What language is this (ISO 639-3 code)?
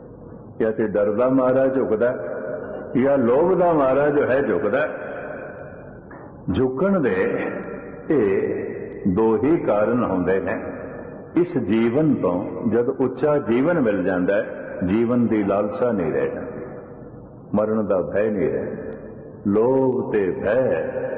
pan